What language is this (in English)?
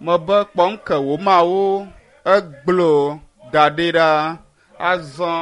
Ewe